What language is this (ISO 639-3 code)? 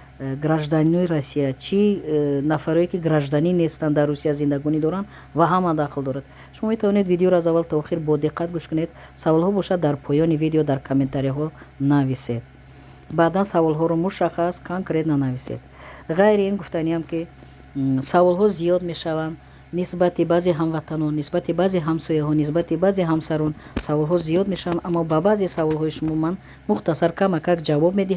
tgk